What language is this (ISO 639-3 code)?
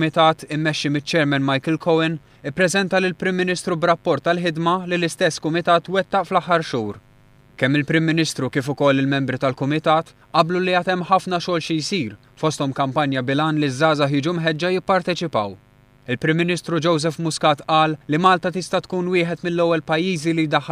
mlt